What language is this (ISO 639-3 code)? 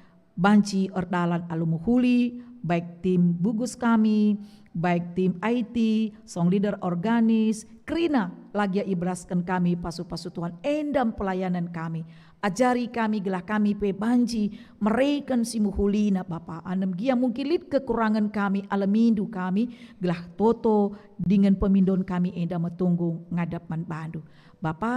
btx